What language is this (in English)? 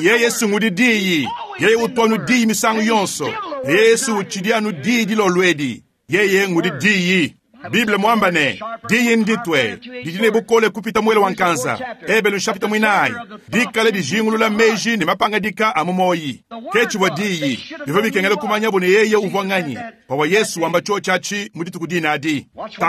Luba-Lulua